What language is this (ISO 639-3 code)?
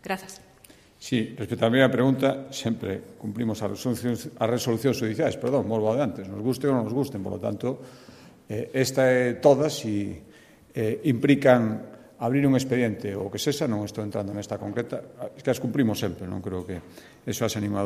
glg